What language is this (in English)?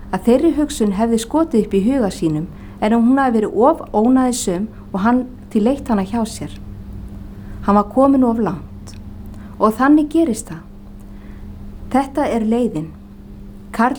Icelandic